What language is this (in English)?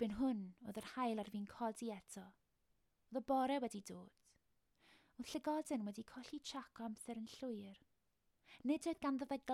Welsh